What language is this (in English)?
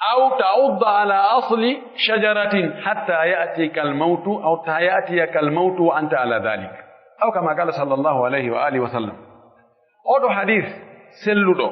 Pular